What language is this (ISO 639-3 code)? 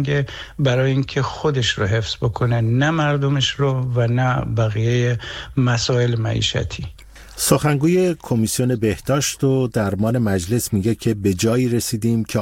fas